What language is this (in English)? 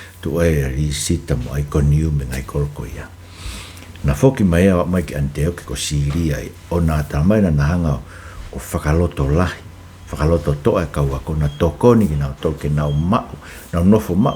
Tongan